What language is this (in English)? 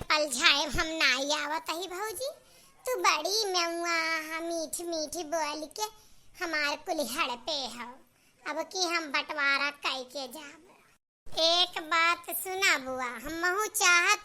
Awadhi